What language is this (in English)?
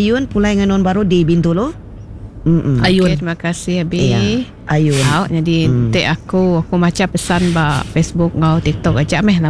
Iban